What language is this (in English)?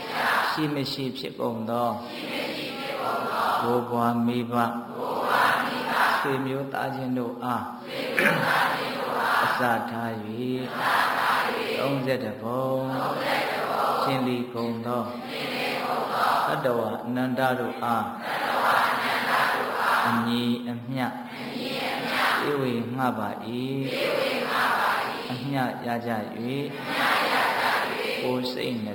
Burmese